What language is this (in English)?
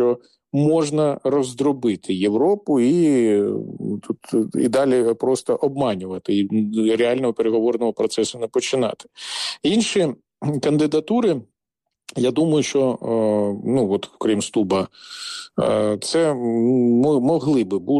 Ukrainian